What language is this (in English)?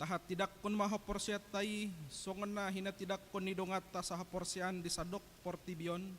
Batak Toba